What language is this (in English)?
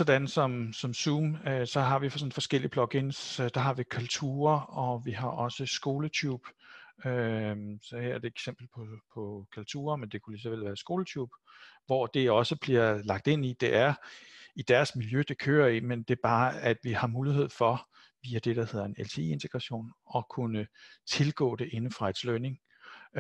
Danish